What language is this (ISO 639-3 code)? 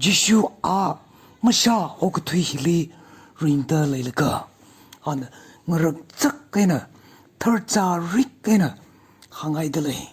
nmf